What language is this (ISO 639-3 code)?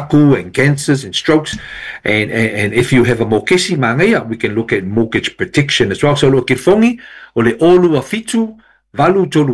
smo